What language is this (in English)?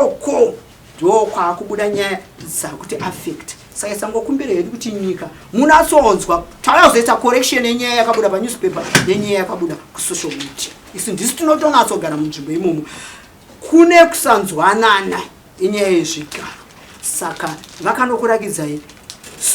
Shona